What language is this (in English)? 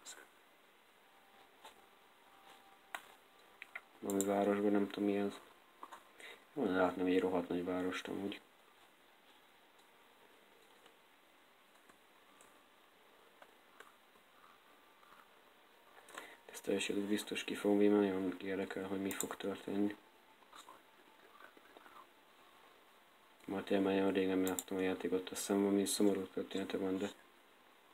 Hungarian